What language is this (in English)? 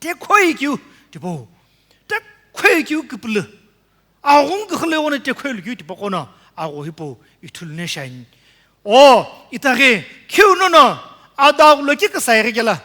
Sumi Naga